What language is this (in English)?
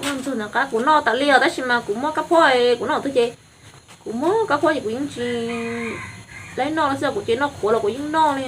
Hmong